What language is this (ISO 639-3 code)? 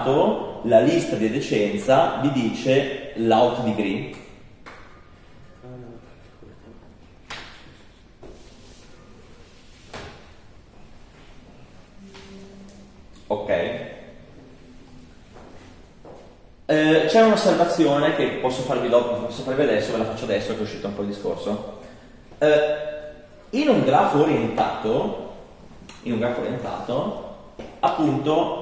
ita